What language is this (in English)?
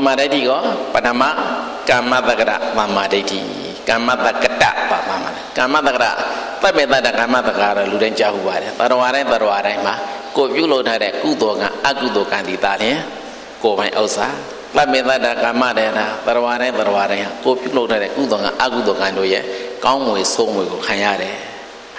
Burmese